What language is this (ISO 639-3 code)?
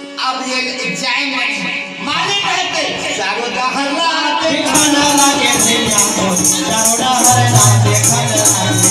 hne